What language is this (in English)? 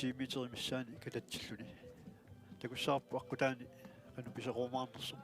Kalaallisut